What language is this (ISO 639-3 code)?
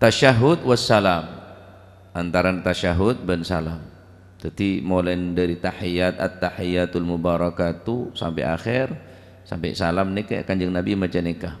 mad